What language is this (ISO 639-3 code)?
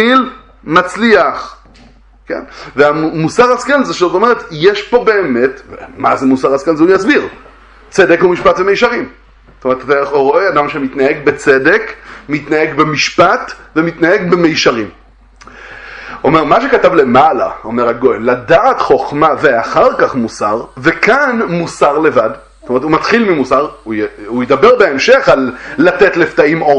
heb